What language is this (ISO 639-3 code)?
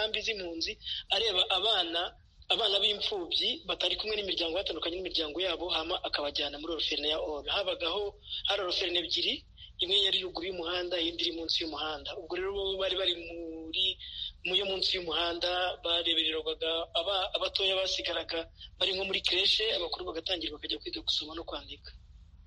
kin